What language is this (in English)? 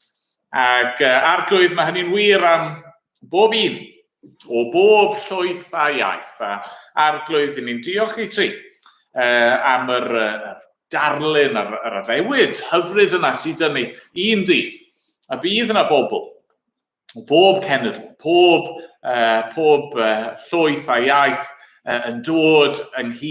Welsh